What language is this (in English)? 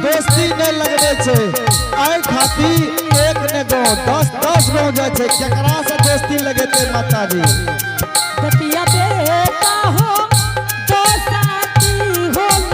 Angika